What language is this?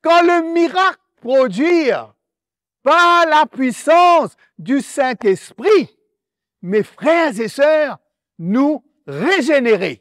Morisyen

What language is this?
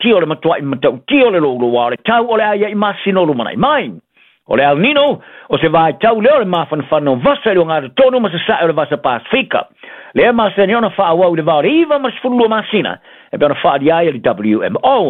Samoan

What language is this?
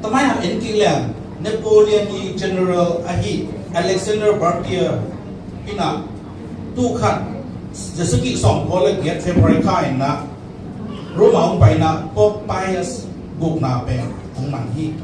Tedim Chin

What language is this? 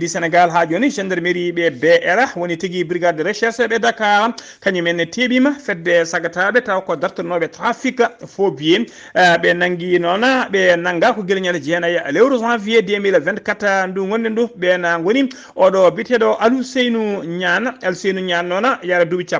Fula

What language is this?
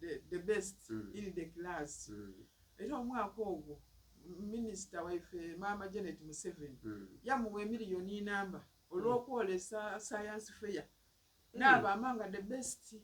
Soga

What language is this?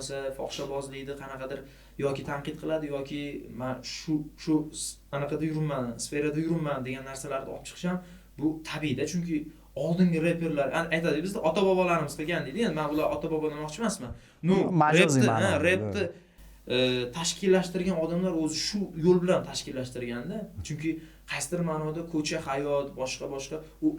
Uzbek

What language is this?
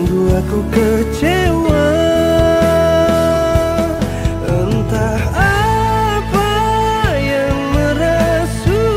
Indonesian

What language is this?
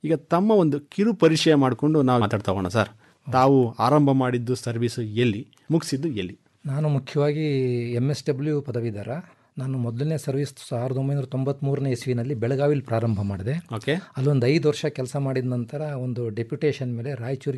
Kannada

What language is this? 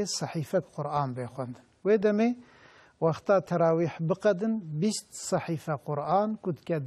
Kurdish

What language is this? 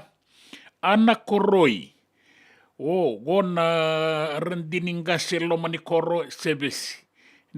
Fijian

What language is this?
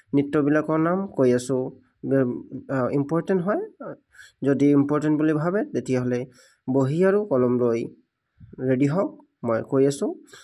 Assamese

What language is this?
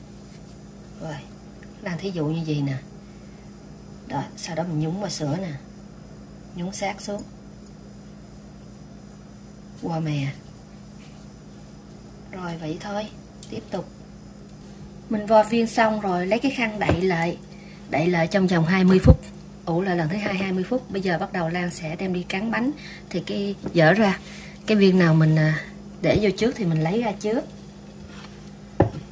Vietnamese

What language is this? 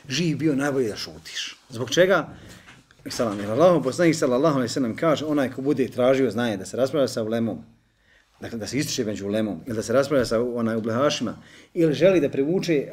Bosnian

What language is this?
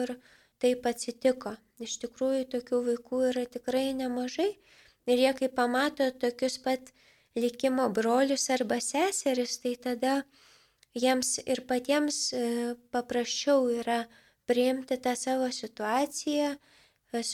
Lithuanian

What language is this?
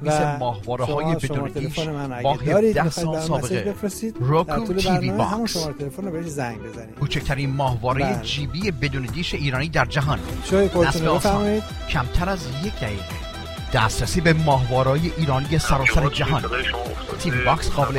Persian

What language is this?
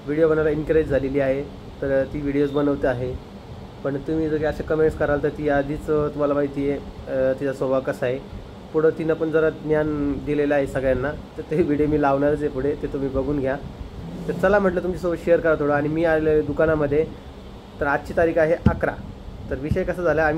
Marathi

